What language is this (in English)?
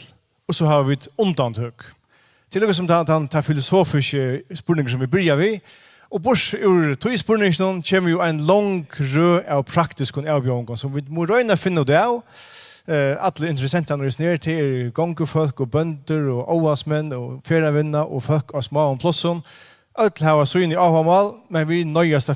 Faroese